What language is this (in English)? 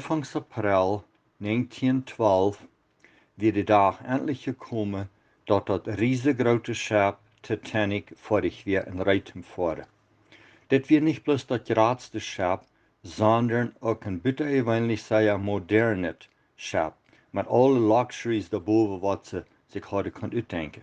Plautdietsch